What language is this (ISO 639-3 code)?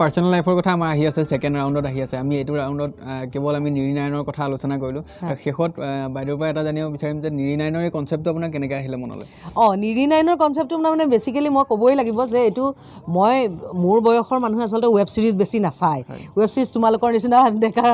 asm